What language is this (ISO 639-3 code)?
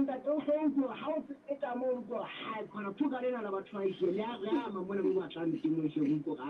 sot